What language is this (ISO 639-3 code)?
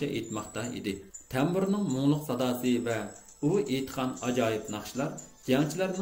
uig